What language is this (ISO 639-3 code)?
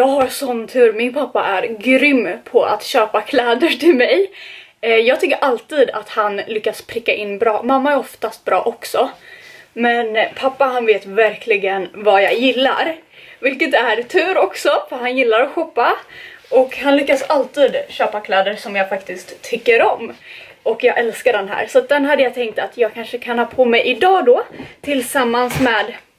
swe